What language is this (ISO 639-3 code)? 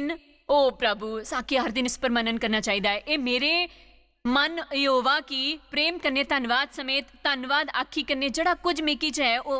doi